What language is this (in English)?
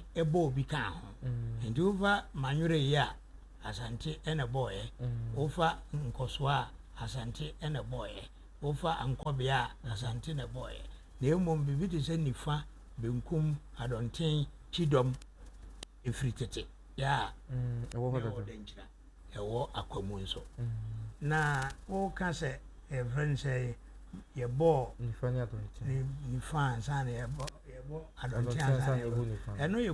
Akan